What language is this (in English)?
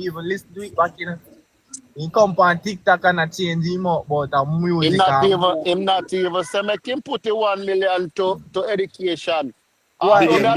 Jamaican Creole English